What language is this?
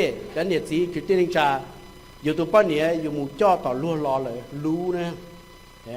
Hmong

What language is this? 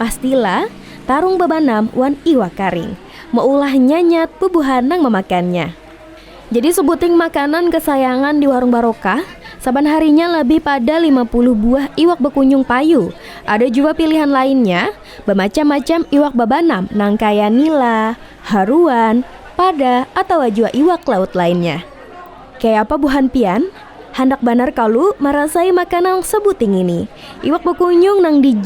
Banjar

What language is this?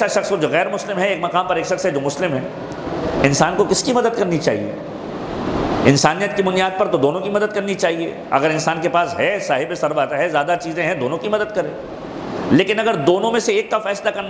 Urdu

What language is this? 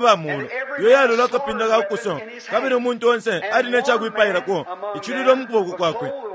Bemba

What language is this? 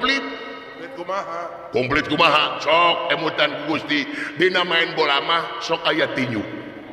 Sundanese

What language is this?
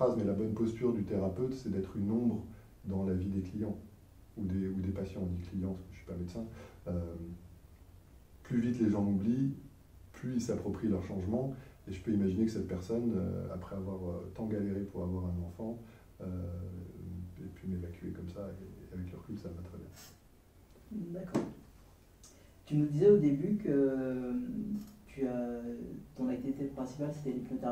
French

